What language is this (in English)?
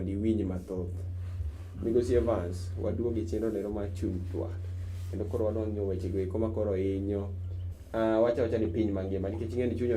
Luo (Kenya and Tanzania)